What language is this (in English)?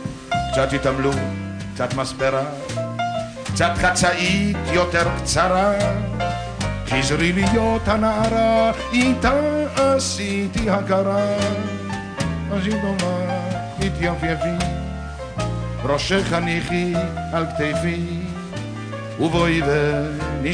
Hebrew